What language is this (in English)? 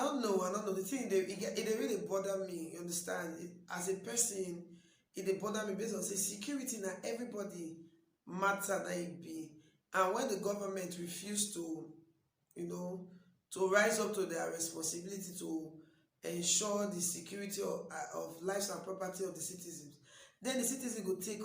Nigerian Pidgin